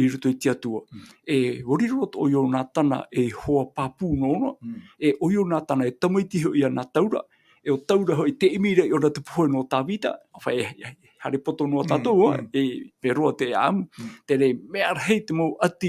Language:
Tahitian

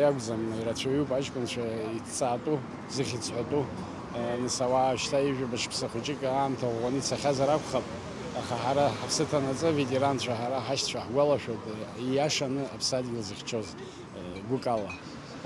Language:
Abkhazian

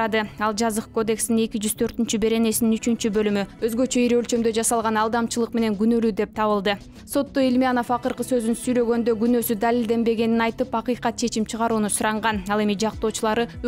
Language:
Kyrgyz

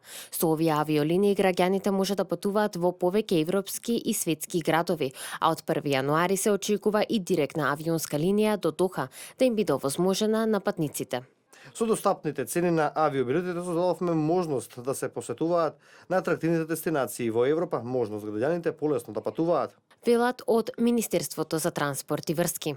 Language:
Macedonian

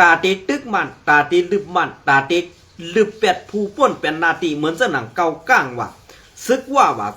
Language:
Shan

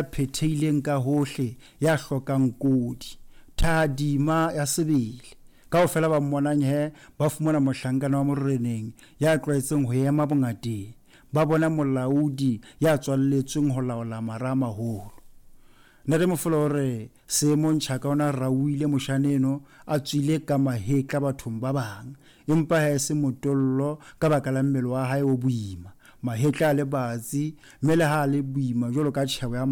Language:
Southern Sotho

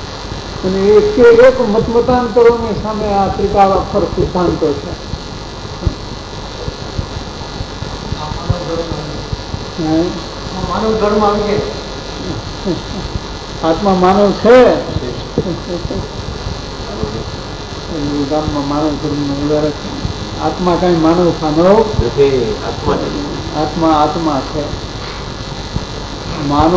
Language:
Gujarati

